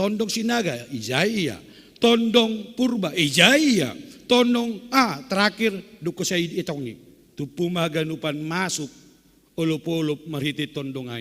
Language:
Batak Simalungun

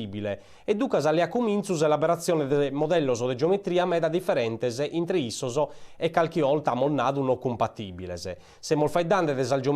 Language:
Sardinian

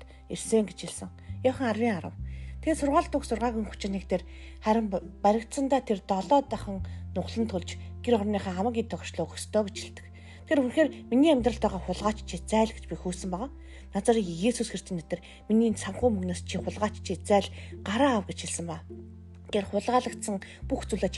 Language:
Mongolian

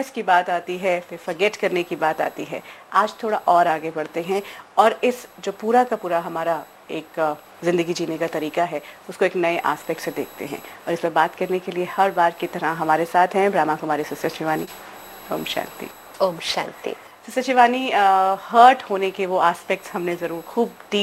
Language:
Hindi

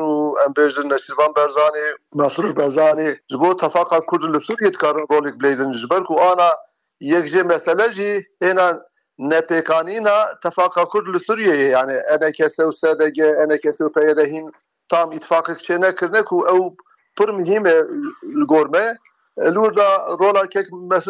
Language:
Kurdish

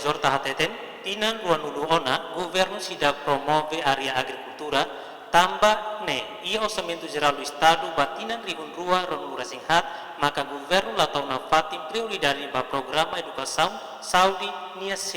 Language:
Tetum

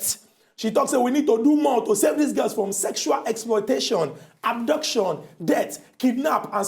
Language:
Nigerian Pidgin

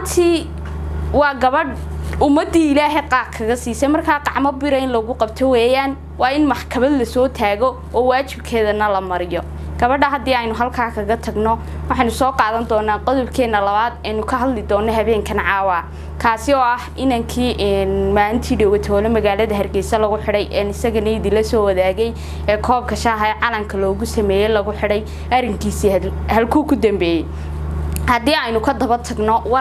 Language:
Somali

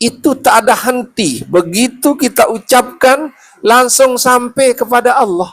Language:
Sasak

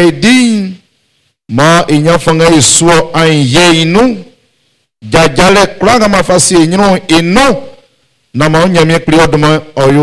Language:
Baoulé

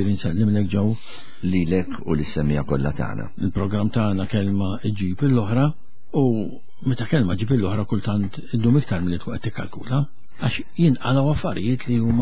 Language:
Maltese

